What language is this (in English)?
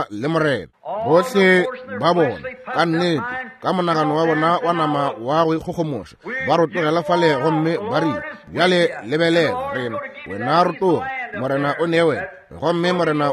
Northern Sotho